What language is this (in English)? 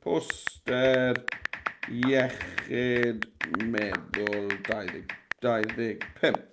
Welsh